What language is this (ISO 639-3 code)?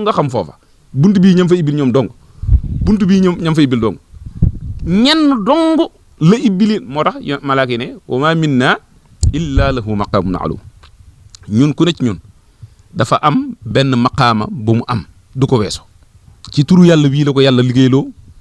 wol